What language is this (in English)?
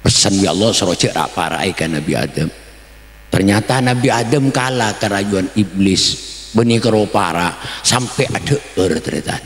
Madurese